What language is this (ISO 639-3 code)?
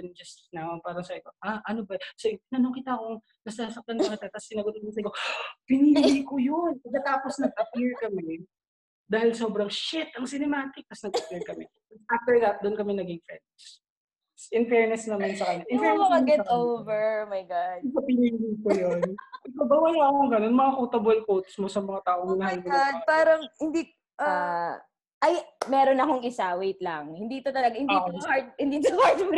fil